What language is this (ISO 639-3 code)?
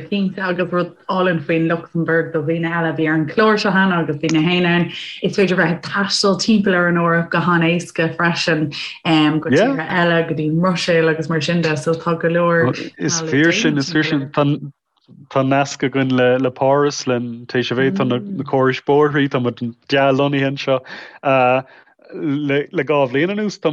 gle